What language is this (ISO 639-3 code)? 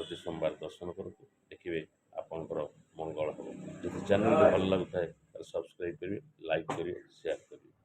ori